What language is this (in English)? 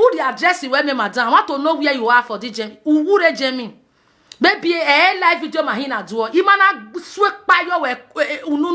Nigerian Pidgin